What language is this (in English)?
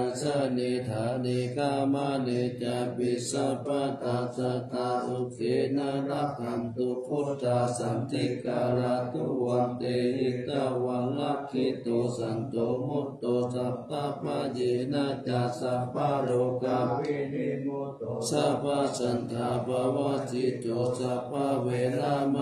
Pali